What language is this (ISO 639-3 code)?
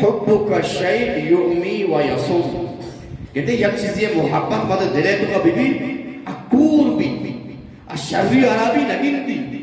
bgp